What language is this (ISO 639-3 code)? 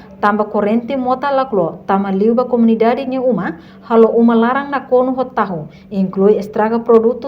tet